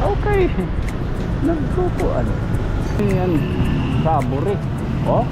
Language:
Waray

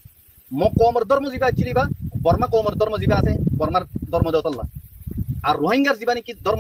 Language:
Rohingya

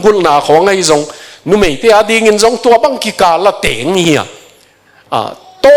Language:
Tedim Chin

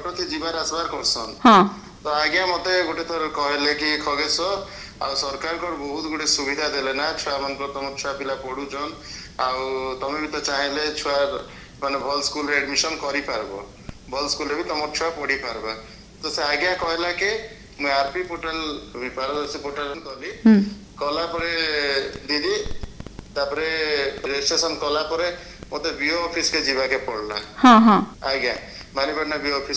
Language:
Odia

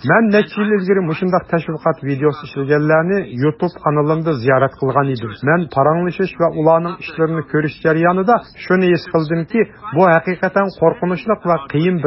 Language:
Uyghur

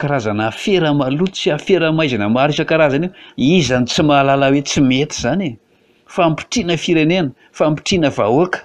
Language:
Malagasy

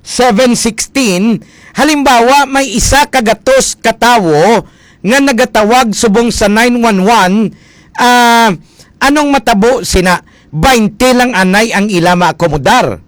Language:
Hiligaynon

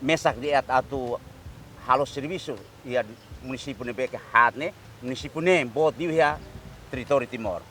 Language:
Tetum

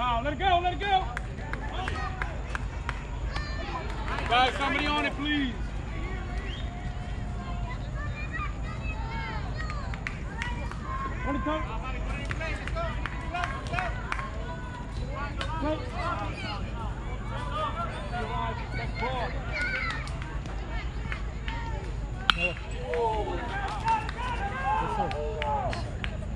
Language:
English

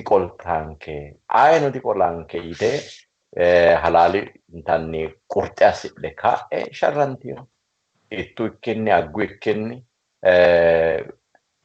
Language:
Sidamo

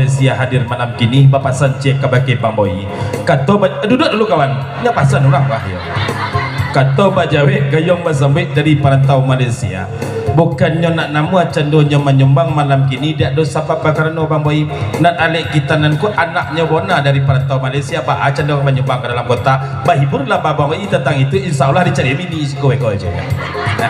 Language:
Minangkabau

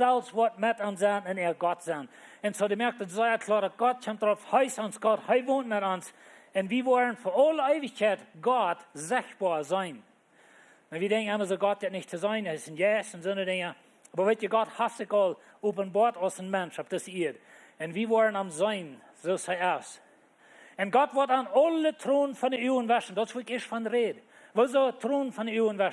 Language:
Plautdietsch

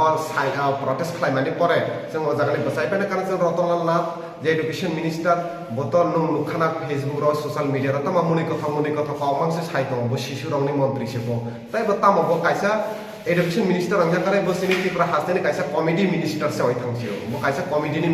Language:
Kok Borok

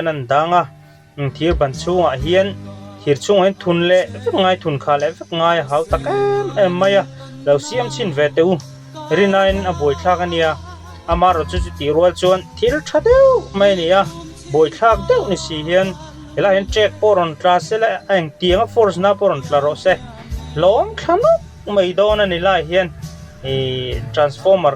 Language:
Mizo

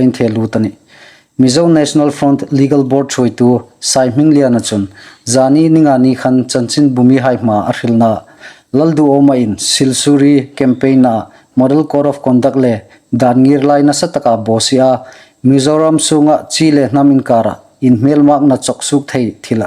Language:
Hmar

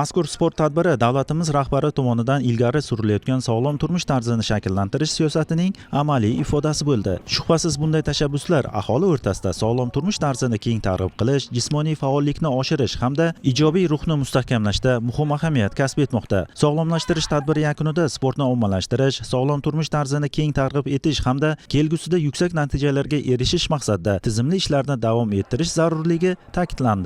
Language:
Uzbek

